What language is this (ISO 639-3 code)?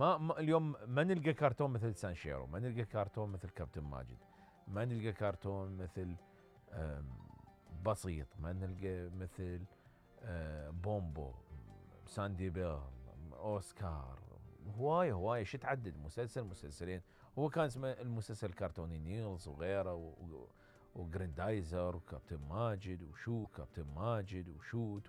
acm